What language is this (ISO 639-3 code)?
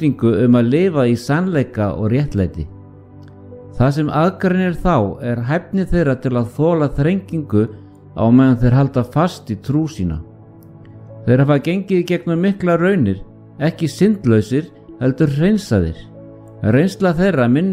isl